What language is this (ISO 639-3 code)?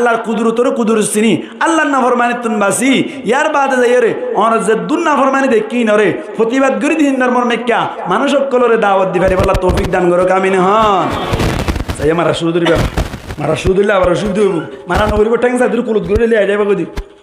rhg